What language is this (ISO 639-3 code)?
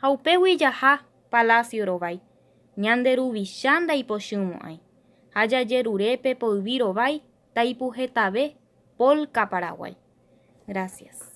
grn